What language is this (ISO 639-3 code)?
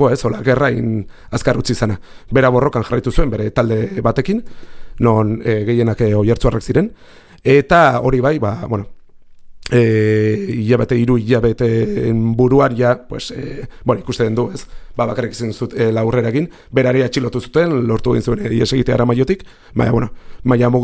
eus